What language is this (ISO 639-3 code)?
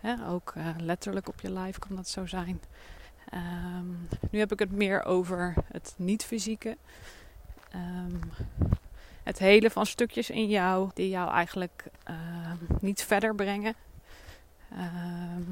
nld